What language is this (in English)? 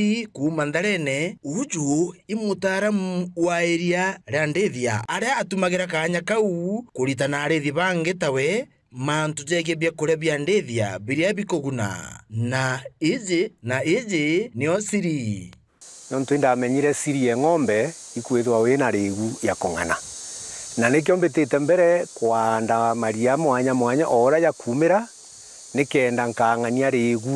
Meru